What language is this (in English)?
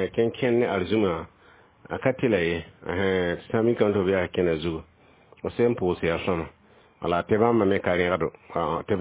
Mossi